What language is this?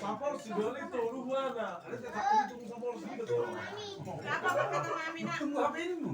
Batak Toba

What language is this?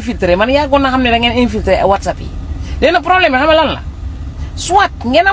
Wolof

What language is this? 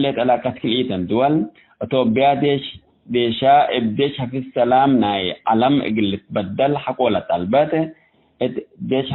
Tigre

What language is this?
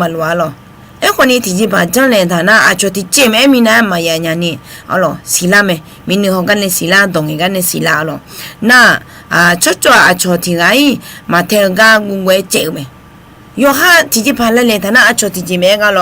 Akha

